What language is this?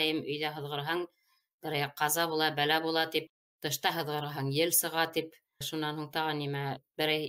Bashkir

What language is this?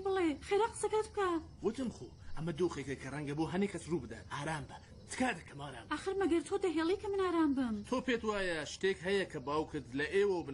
Central Kurdish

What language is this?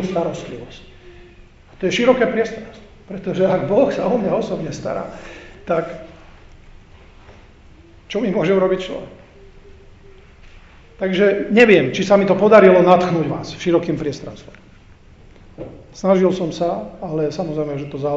Slovak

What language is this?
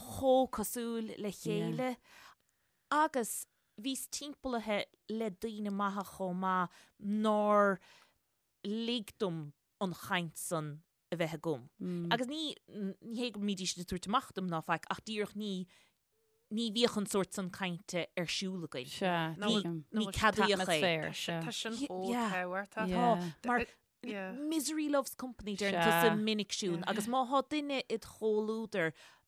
Irish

